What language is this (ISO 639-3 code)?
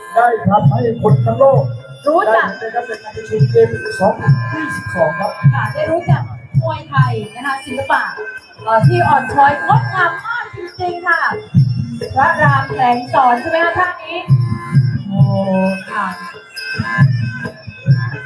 tha